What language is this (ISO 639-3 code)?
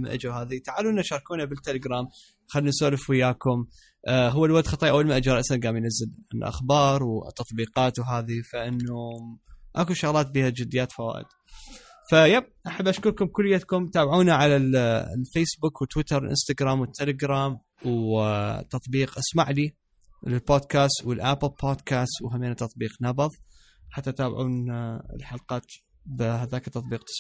acm